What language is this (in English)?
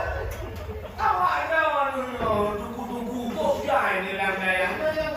Achinese